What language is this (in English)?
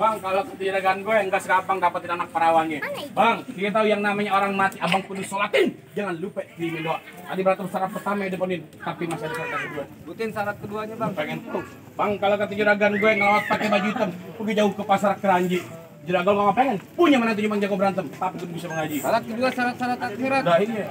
Betawi